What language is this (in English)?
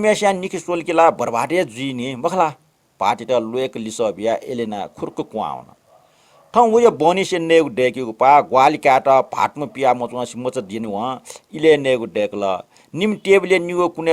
Newari